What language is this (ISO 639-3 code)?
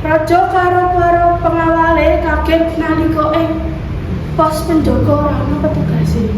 jav